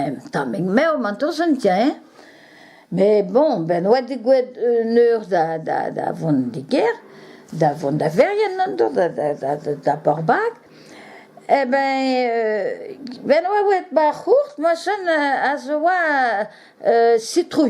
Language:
Breton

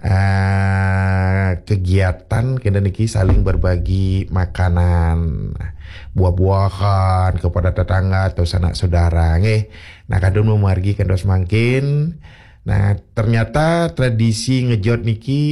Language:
Balinese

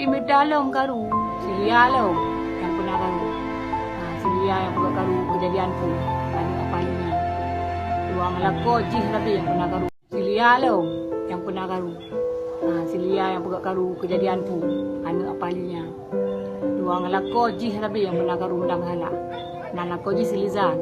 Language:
Achinese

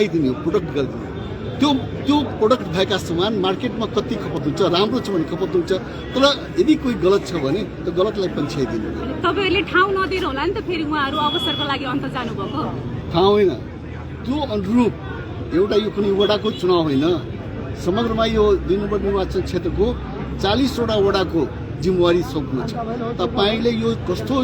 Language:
Nepali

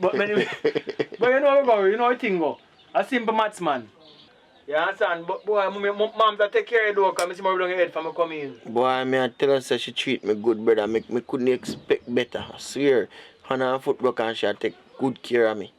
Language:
Jamaican Creole English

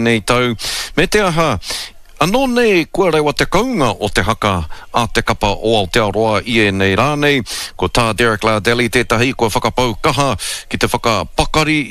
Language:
Māori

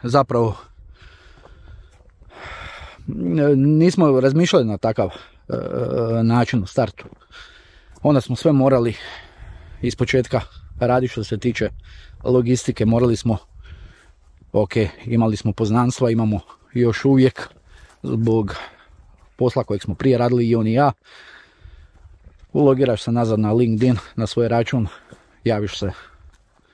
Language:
Croatian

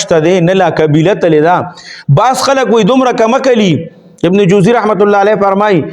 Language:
Pashto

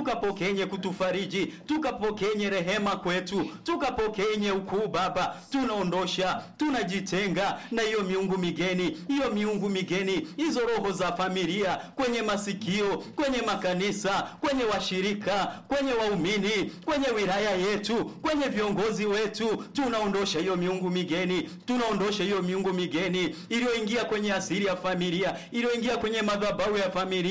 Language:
Swahili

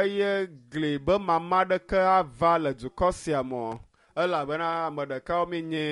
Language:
Ewe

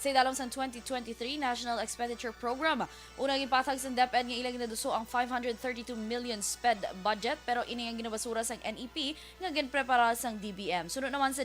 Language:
Hiligaynon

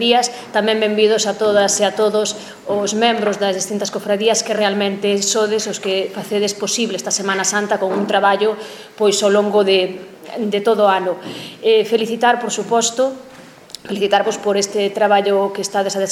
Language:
Galician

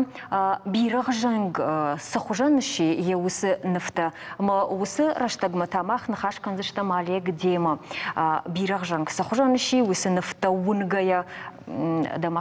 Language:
Ossetic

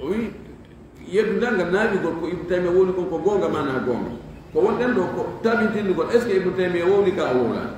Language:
Fula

